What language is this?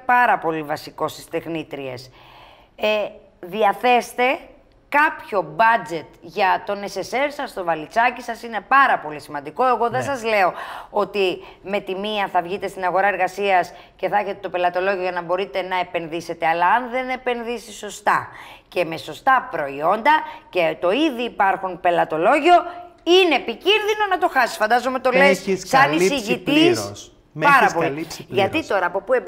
Greek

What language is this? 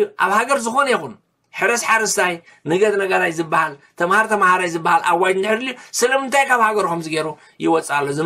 Tigrinya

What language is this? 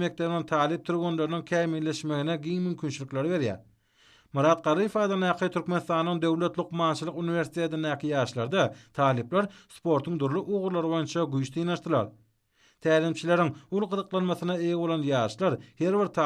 Turkmen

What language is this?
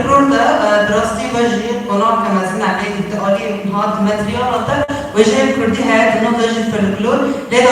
Kurdish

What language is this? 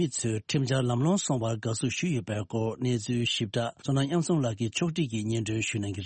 Tibetan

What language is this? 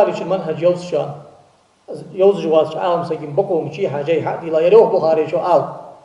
Ingush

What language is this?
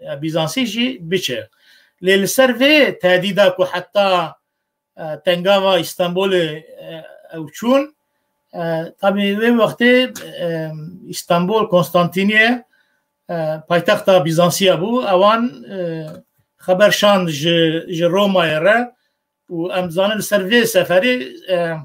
Kurdish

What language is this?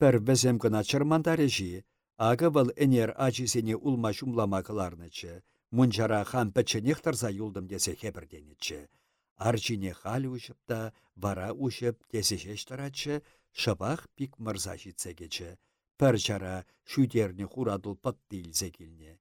Chuvash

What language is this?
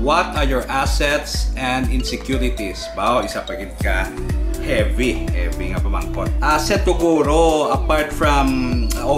Hiligaynon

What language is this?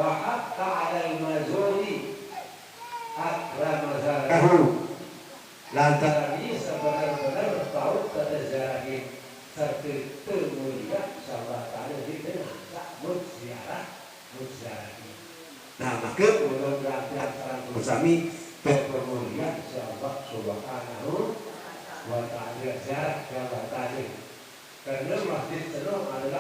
Sasak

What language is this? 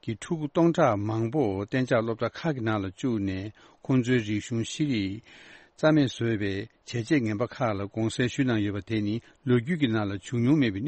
Tibetan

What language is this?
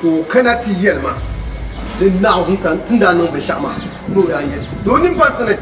Dagbani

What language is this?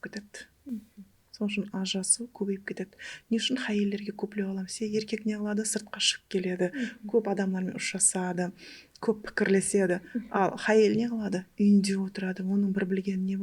Kara-Kalpak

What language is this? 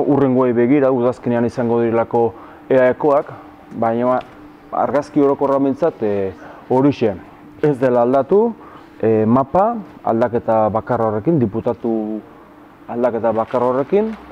Basque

